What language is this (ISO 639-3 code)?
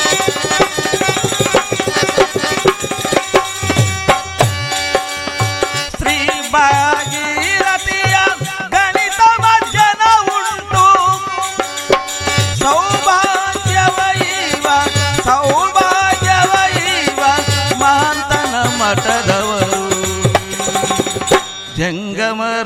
kan